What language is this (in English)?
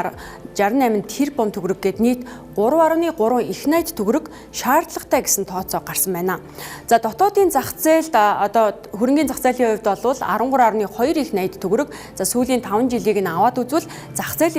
Mongolian